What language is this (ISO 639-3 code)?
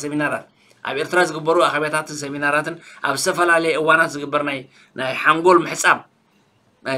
tir